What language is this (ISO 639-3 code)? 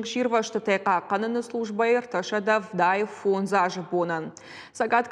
oss